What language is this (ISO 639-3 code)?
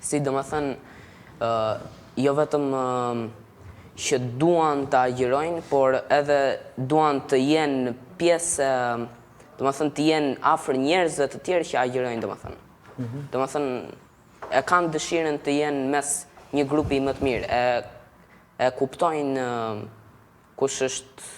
sqi